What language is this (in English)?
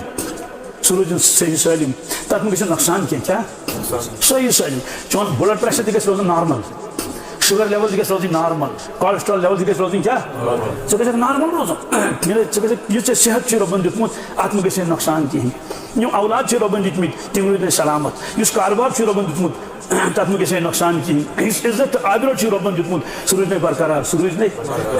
Kashmiri